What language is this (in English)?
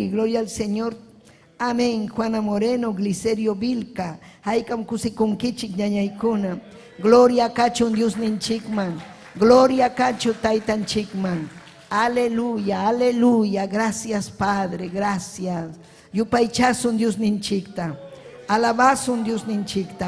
Ayacucho Quechua